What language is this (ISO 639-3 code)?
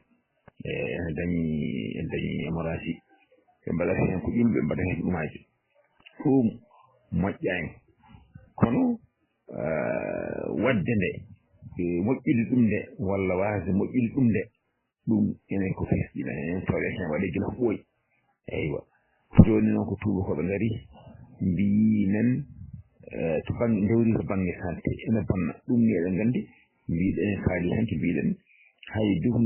ful